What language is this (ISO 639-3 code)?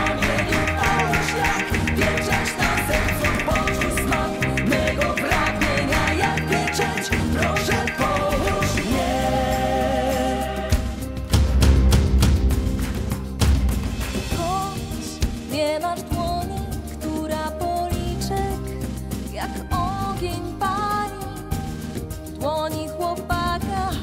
pol